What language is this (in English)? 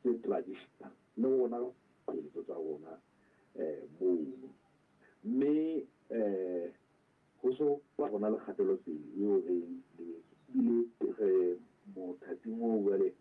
Southern Sotho